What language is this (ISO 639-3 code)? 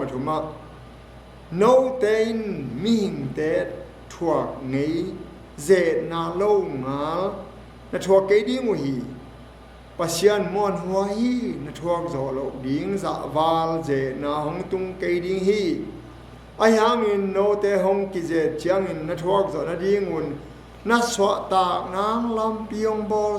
ctd